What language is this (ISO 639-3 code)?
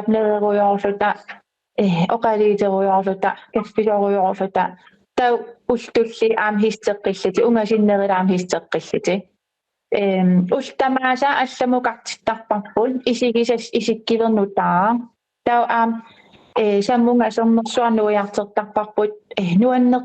kal